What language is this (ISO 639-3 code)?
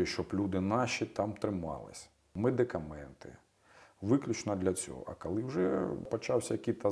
ukr